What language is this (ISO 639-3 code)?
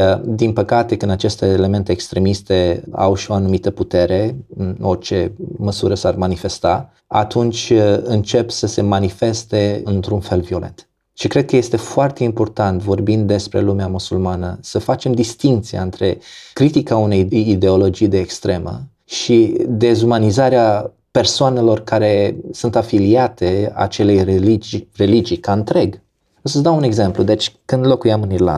ron